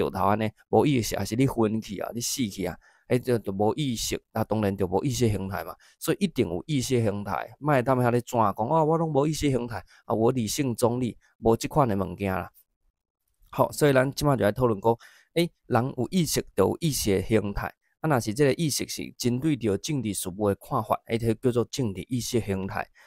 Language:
Min Nan Chinese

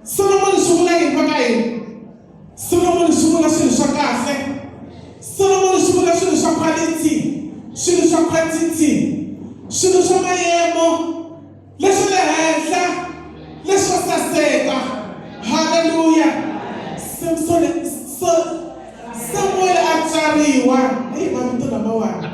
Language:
Tsonga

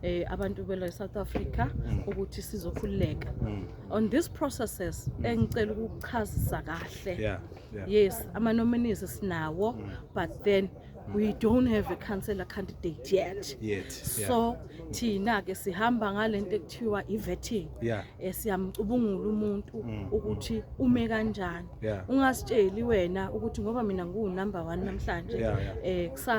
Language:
Zulu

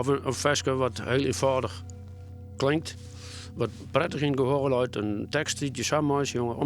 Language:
Western Frisian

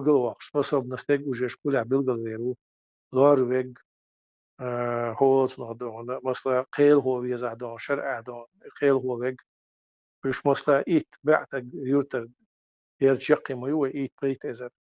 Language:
Chechen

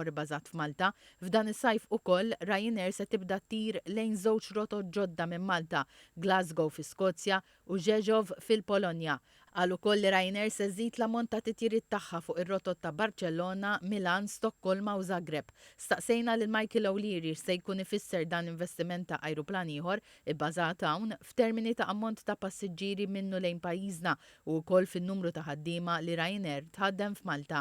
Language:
Maltese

